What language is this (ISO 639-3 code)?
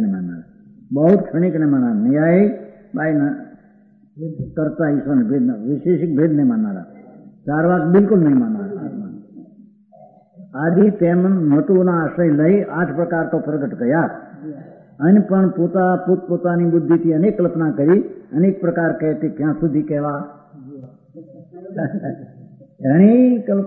guj